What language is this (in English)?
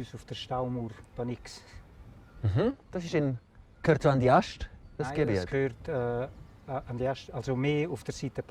Swiss German